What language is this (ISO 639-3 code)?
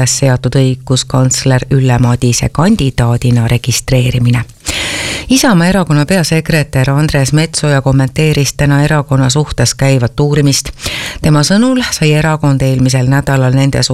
est